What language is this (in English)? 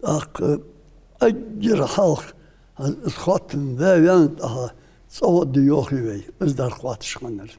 Ingush